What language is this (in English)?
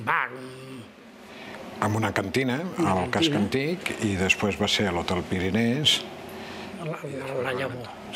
Catalan